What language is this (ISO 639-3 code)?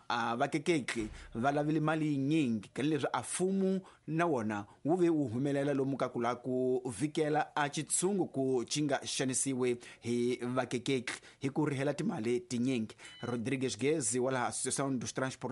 tso